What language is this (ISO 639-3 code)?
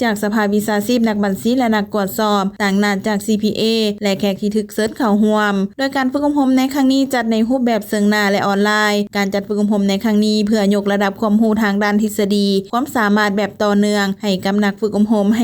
lao